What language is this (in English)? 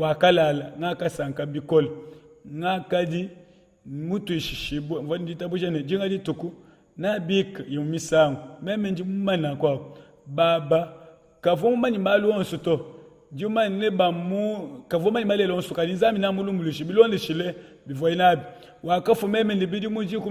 Luba-Lulua